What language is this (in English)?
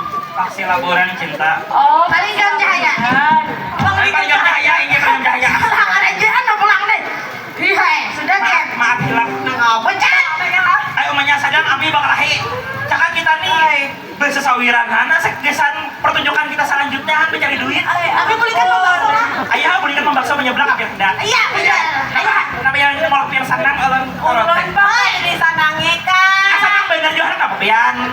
Banjar